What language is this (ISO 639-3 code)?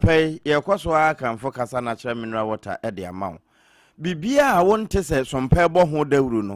aka